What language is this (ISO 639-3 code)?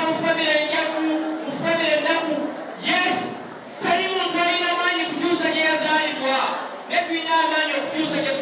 lug